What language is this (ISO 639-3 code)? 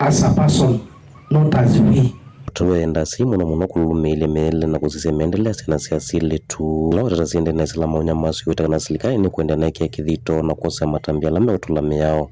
kam